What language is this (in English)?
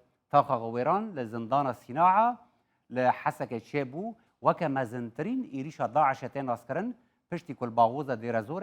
Kurdish